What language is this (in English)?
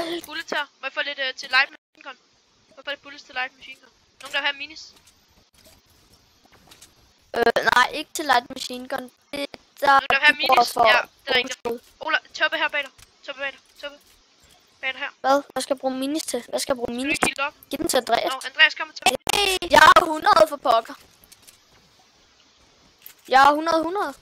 Danish